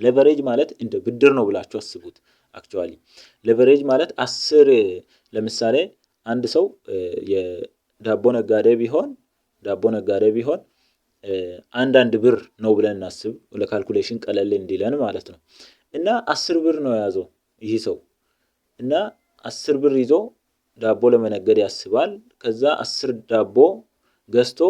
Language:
Amharic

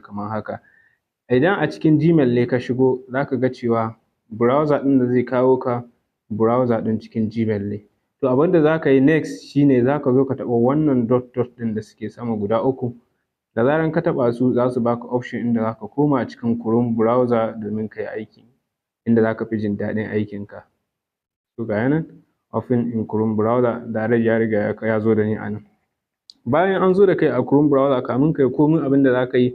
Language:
Hausa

